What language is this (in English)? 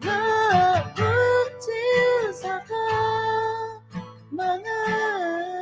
Akha